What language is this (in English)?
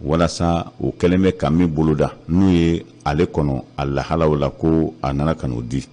Bambara